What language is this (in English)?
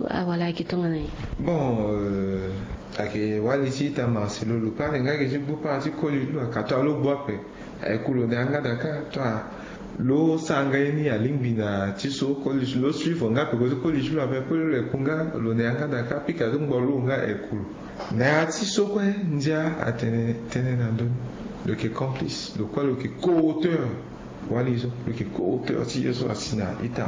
Sango